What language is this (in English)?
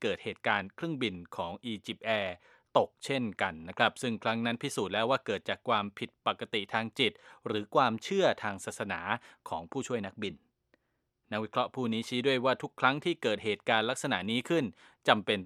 Thai